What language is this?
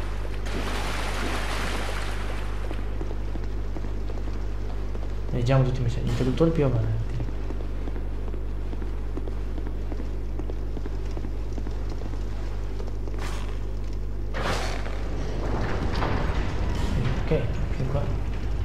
Italian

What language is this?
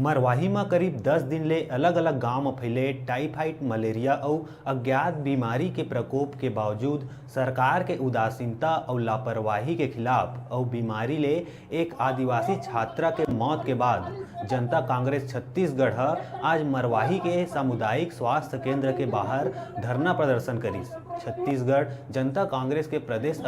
Chhattisgarhi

